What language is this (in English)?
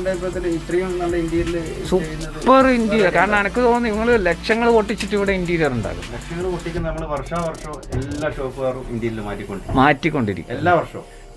Malayalam